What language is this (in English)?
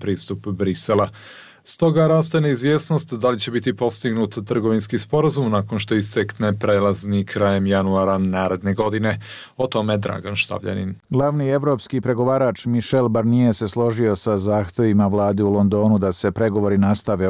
Bosnian